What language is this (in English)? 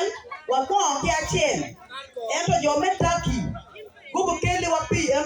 Acoli